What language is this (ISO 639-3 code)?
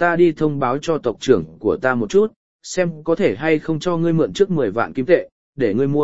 vie